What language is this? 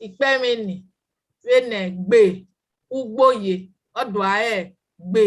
Bini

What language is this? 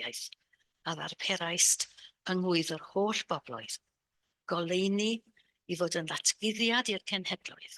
Welsh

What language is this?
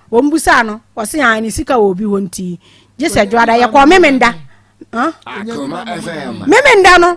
Akan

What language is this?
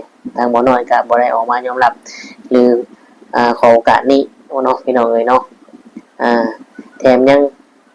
Northeastern Thai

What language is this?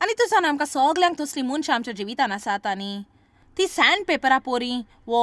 Konkani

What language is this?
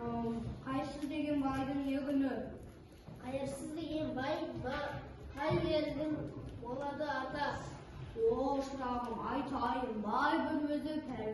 Kazakh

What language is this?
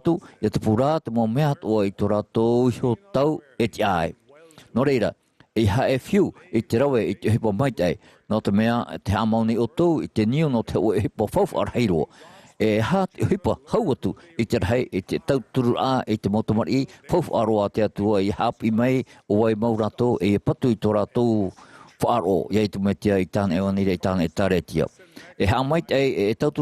Tahitian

